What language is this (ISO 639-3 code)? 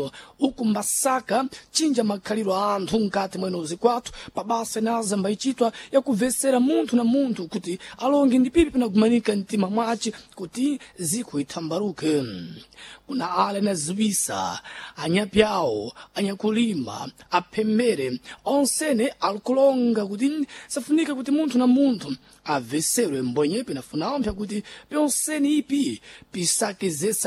seh